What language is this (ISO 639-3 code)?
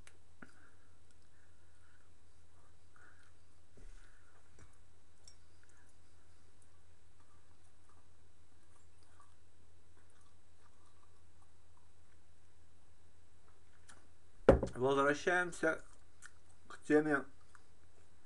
rus